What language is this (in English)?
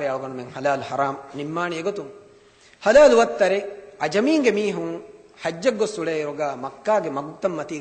Divehi